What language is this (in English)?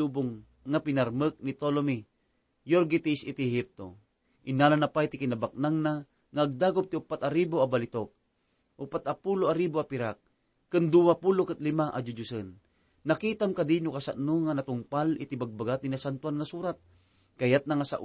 Iloko